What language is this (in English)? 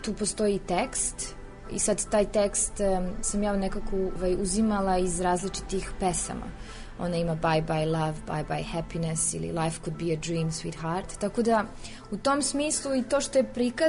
Serbian